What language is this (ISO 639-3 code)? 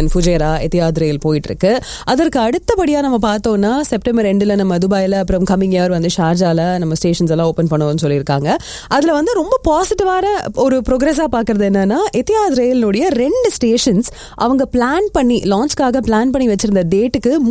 tam